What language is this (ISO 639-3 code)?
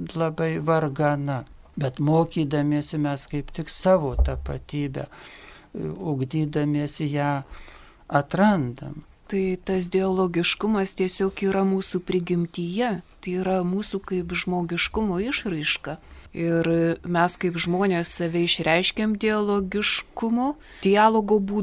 lit